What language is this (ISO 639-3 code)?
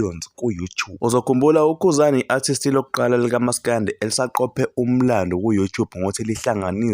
zul